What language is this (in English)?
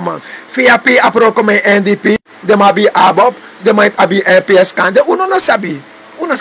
Sranan Tongo